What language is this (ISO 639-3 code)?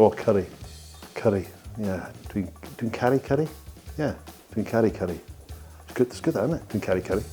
cym